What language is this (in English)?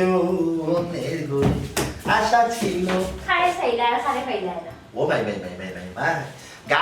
Sylheti